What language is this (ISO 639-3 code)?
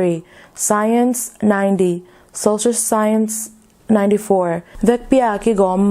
ctd